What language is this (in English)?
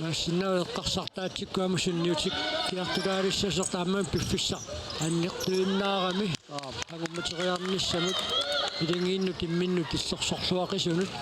Kalaallisut